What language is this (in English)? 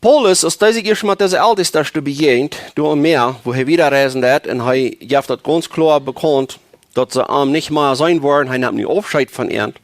Plautdietsch